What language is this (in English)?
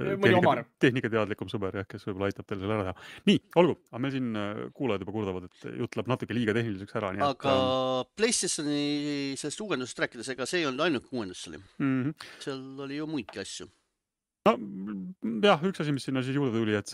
Estonian